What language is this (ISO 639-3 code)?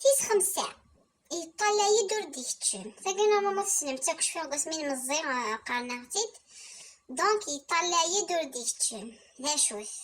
kab